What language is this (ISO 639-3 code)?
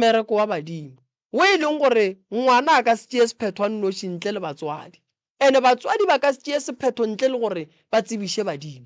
nso